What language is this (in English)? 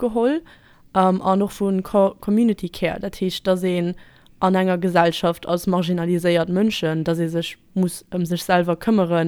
Luxembourgish